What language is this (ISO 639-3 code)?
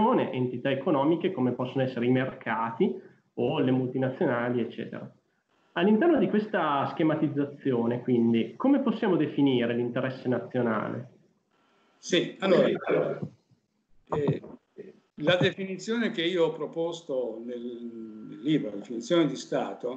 ita